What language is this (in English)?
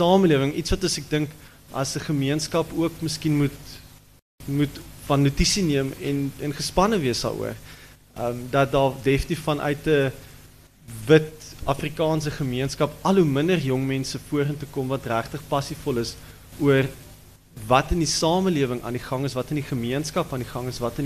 Afrikaans